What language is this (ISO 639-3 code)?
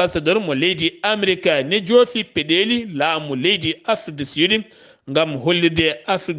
ful